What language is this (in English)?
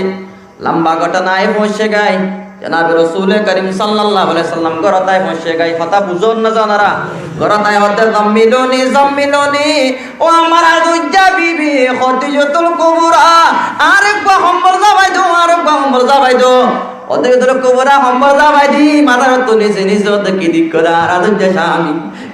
Rohingya